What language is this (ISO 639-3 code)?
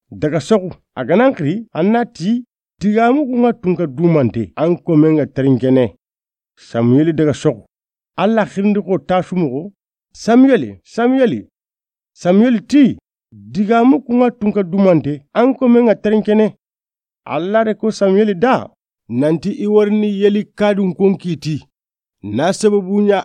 snk